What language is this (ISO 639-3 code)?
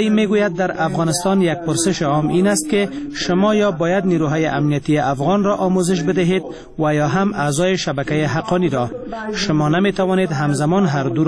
fas